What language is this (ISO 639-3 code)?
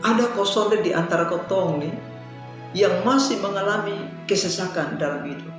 mkn